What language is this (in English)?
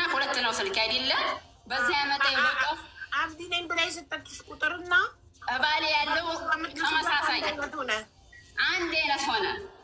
Amharic